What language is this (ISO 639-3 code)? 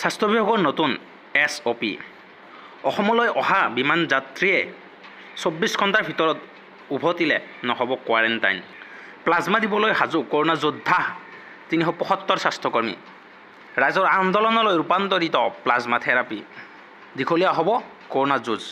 asm